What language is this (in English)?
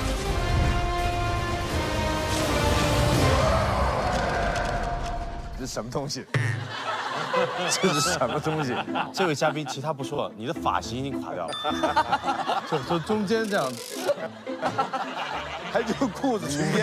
Chinese